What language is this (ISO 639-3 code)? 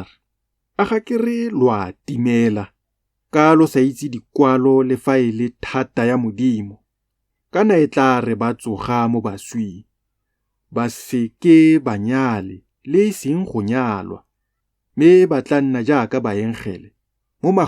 tsn